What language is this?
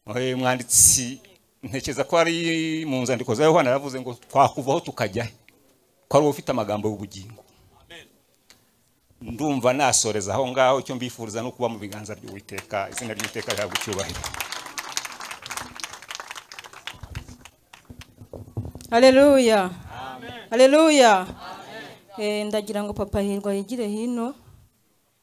Kinyarwanda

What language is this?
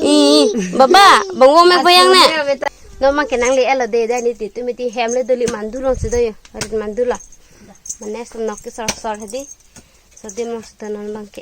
Karbi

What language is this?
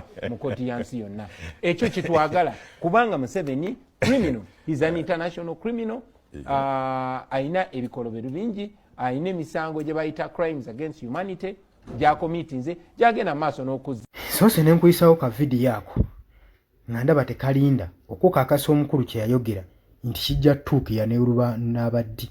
Ganda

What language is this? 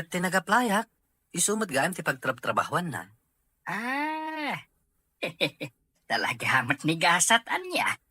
Iloko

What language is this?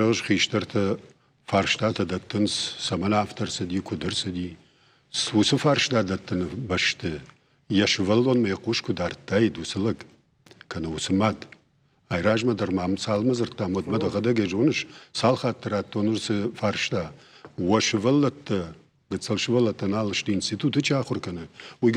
Ossetic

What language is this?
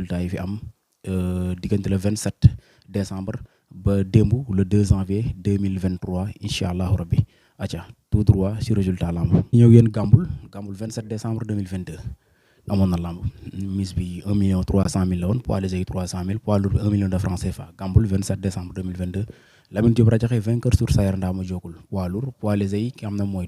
Wolof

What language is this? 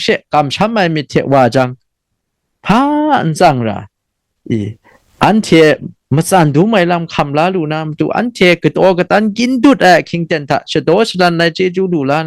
Kachin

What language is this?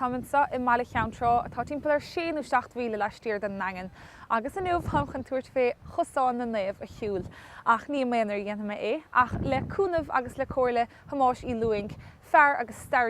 Irish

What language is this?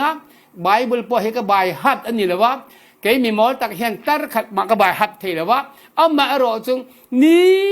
Falam Chin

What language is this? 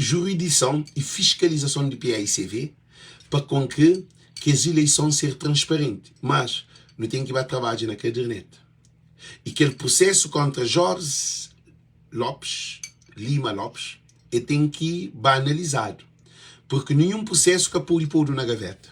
Kabuverdianu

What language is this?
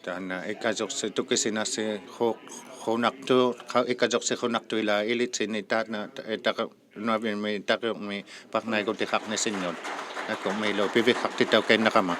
Inuktitut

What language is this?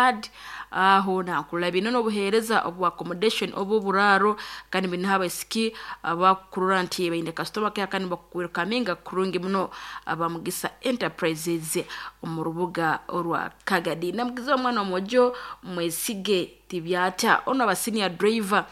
Nyankole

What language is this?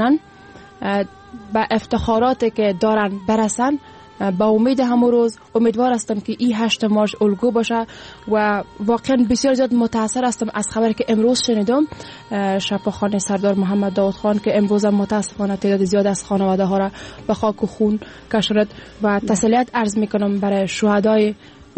Persian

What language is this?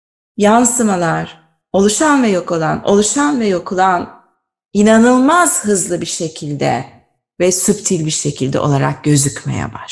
Turkish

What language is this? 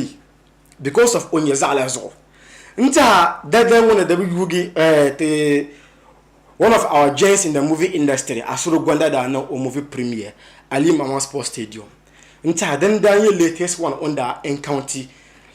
Dagbani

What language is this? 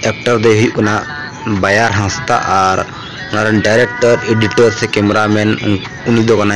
Santali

